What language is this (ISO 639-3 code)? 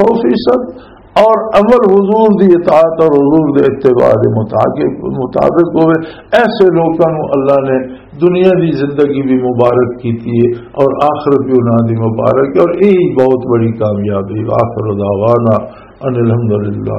lah